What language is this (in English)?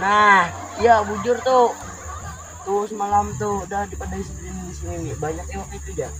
Banjar